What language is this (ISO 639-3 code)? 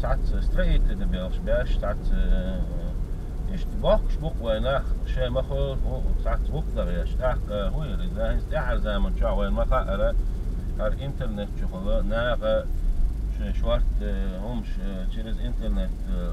che